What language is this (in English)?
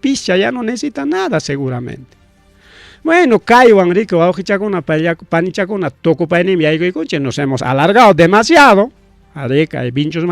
Ayacucho Quechua